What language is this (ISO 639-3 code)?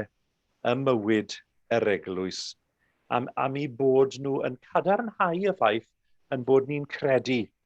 cym